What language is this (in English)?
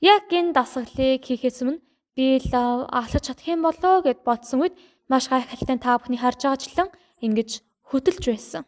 Mongolian